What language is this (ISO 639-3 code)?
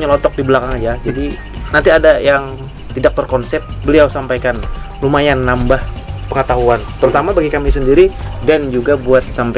bjn